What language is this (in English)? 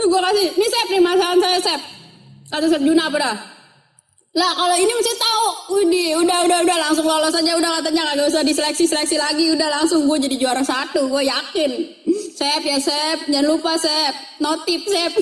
Betawi